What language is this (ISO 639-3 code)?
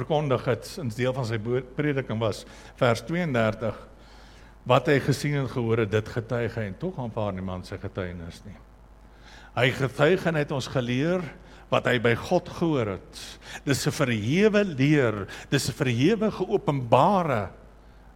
afr